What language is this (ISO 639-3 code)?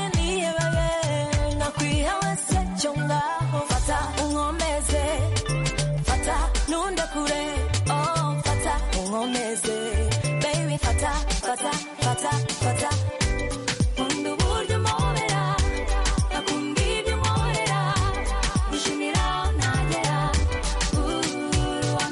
kin